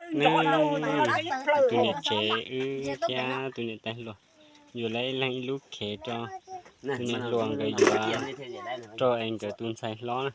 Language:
Hmong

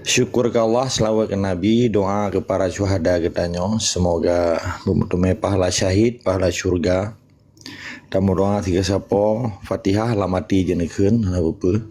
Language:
Achinese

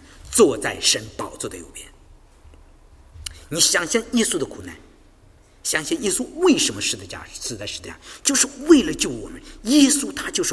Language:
Chinese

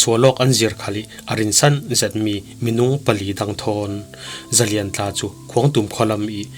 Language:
Falam Chin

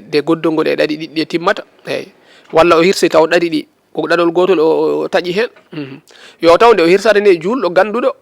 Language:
Fula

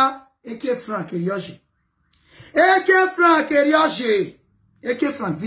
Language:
Nigerian Pidgin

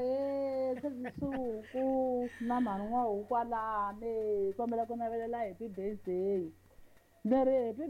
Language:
Tsonga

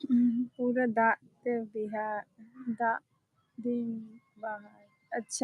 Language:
Santali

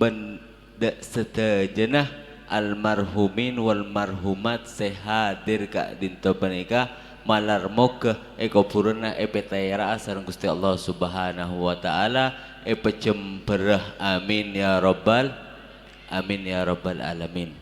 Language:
Madurese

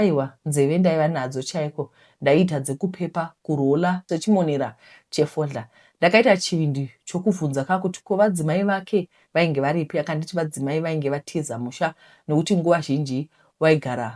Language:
Shona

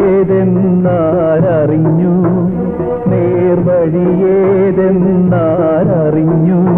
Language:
Malayalam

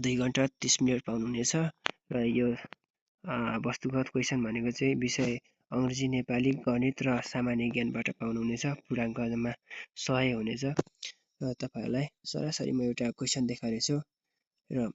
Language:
Nepali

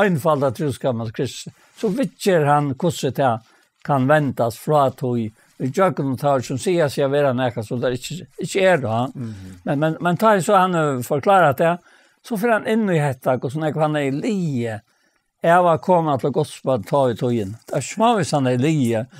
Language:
Faroese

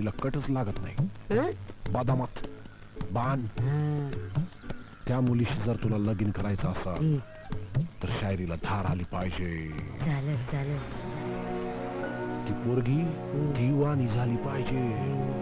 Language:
Marathi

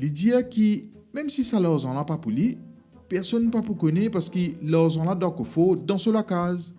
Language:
Morisyen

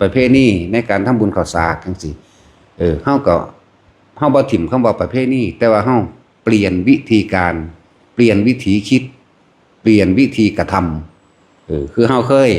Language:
Northeastern Thai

